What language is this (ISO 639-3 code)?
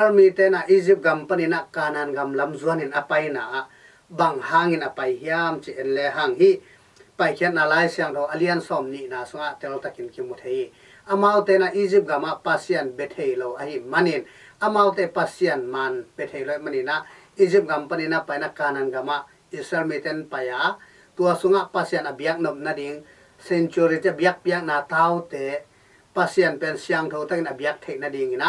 ctd